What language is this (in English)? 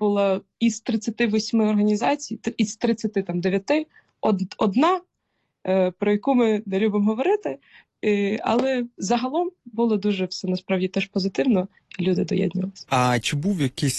Ukrainian